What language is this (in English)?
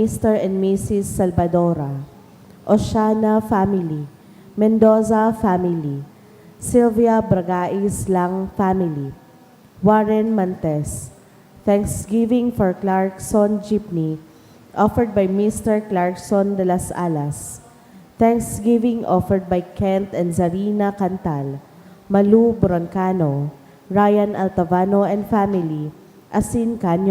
Bikol